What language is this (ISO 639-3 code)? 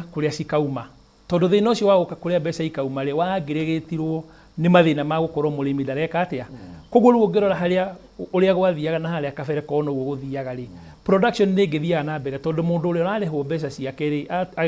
kik